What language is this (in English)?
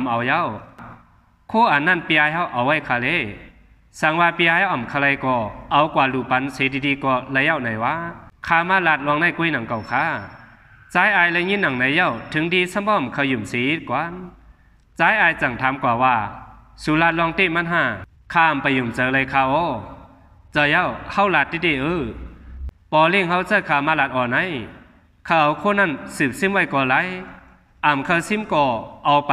Shan